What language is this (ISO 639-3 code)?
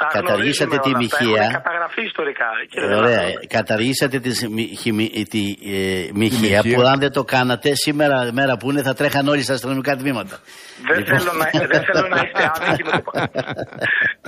ell